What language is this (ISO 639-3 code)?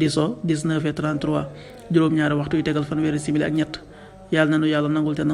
wol